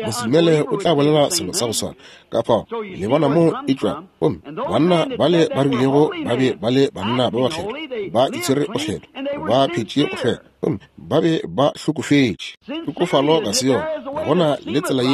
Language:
Northern Sotho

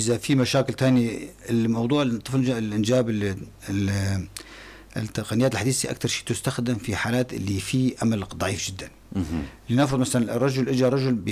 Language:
North Levantine Arabic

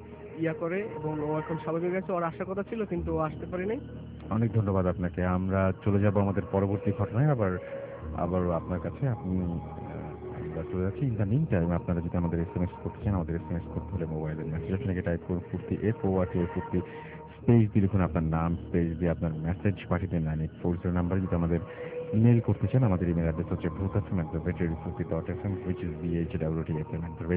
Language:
Bangla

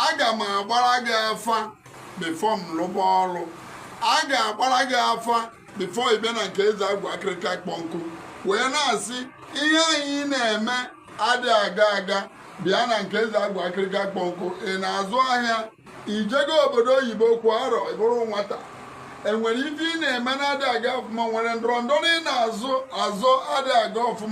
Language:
Igbo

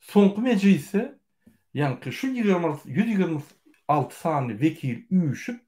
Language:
Turkmen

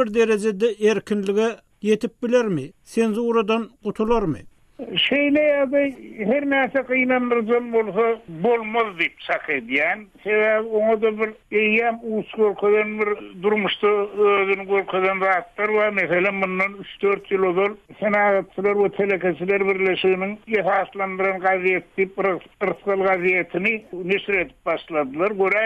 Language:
Turkmen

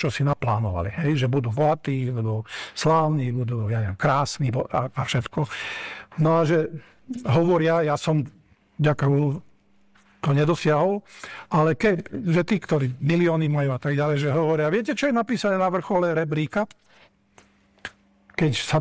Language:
Slovak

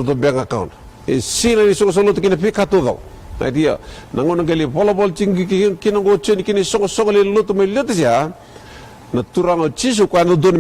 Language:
Fijian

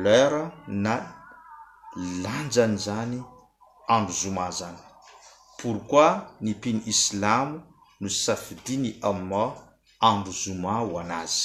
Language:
Malagasy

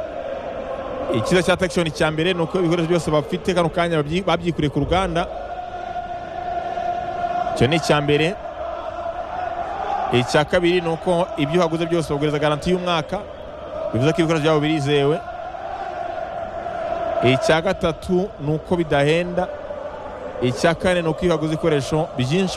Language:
Kinyarwanda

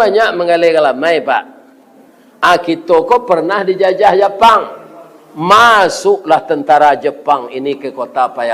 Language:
Minangkabau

